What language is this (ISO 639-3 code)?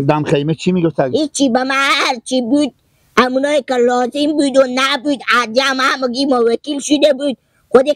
fas